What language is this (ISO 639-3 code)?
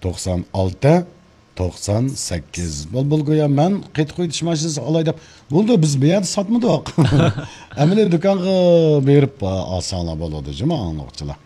uig